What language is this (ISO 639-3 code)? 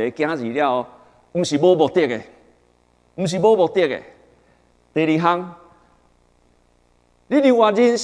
nan